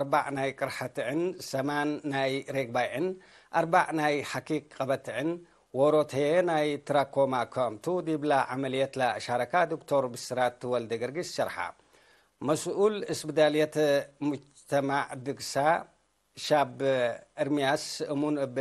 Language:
Tigre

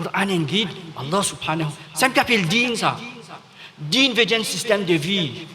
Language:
Morisyen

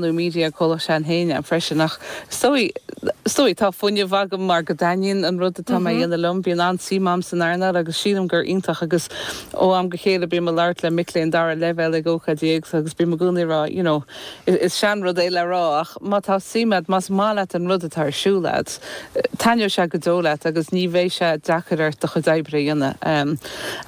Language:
Irish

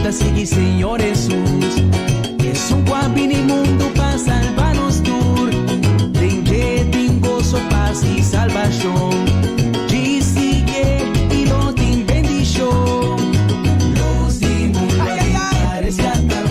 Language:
Papiamento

